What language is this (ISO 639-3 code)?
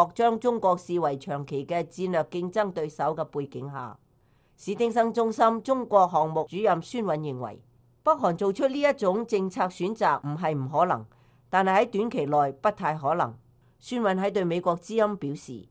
yue